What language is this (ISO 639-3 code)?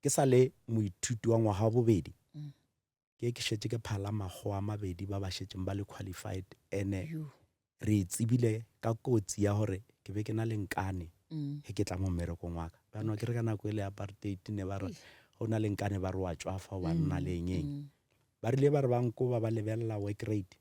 nso